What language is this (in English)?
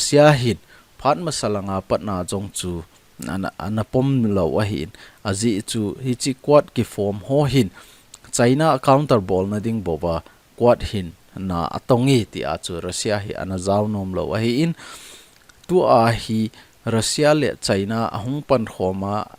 Thado Chin